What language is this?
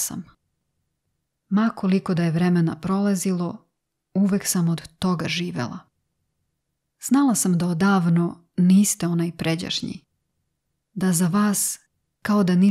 Serbian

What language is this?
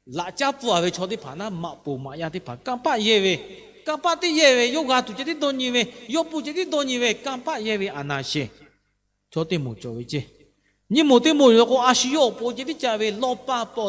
Lahu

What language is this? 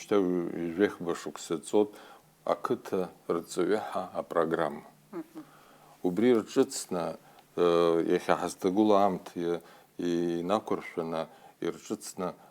Abkhazian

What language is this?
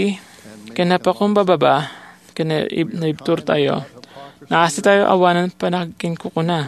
Iloko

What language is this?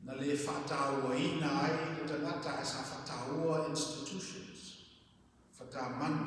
Samoan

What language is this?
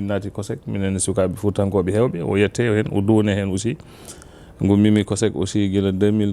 Fula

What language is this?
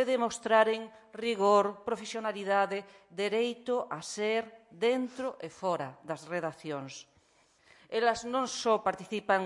Galician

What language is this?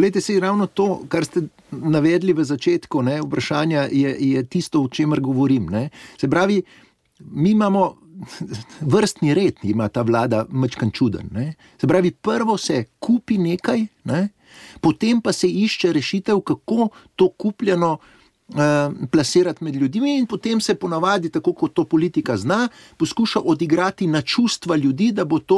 Slovenian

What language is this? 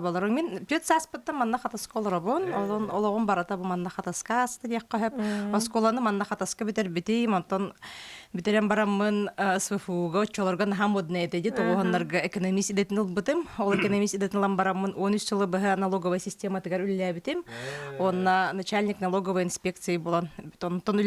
Yakut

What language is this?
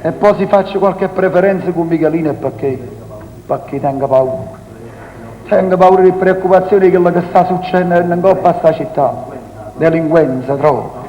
Neapolitan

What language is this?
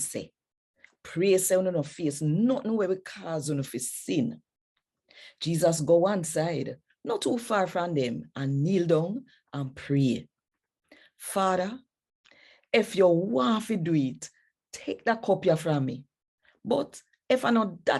Jamaican Creole English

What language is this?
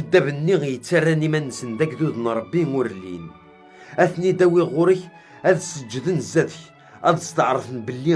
Kabyle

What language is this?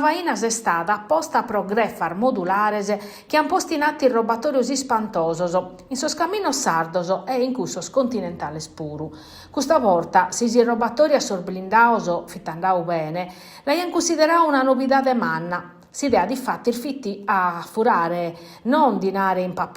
Sardinian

